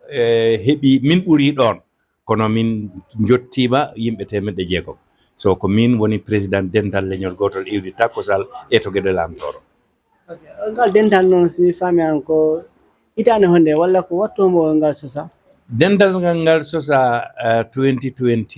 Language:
Fula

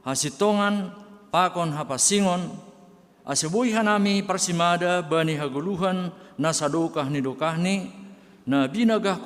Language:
Batak Simalungun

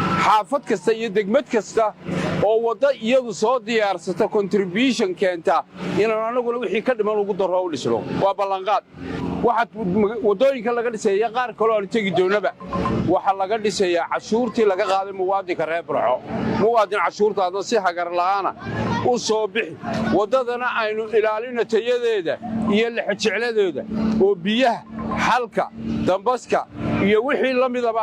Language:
Somali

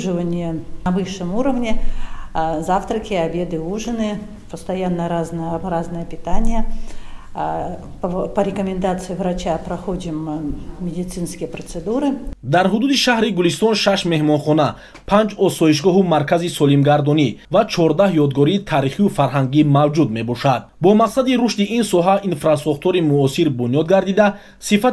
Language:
Tajik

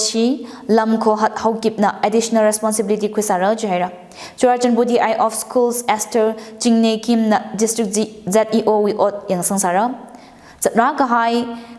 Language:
Tangkhul Naga (India)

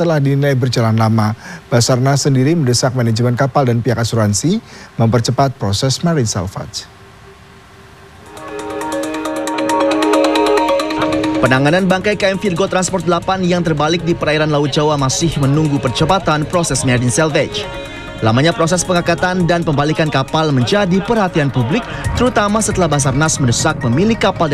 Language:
Indonesian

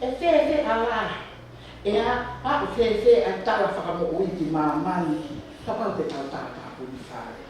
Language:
Tongan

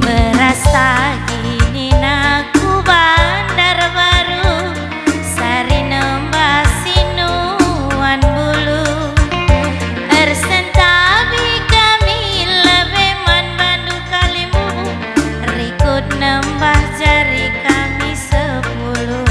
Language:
Batak Karo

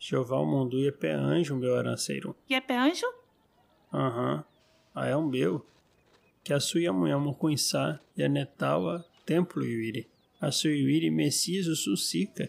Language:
Nheengatu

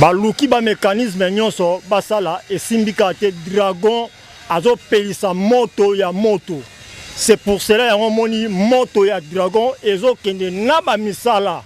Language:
Lingala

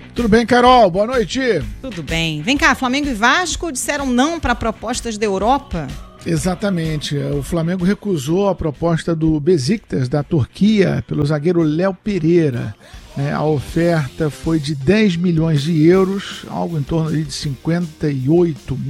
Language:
Portuguese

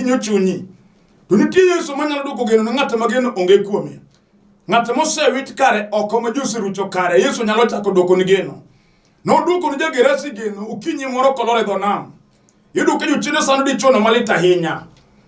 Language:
Luo (Kenya and Tanzania)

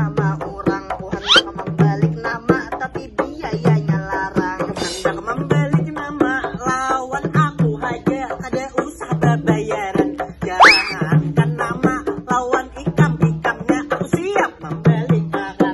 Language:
Banjar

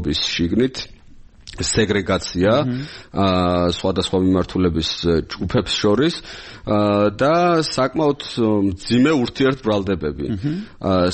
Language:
Georgian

